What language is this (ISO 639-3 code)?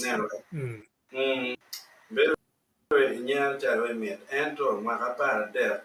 ach